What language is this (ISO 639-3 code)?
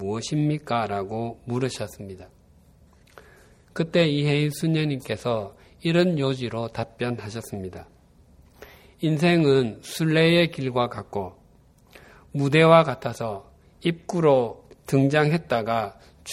kor